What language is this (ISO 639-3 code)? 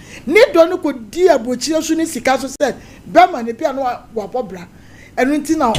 aka